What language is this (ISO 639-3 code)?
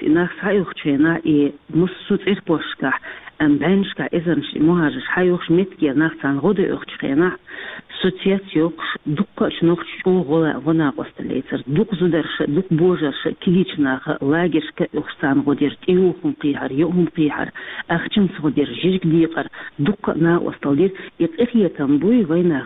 che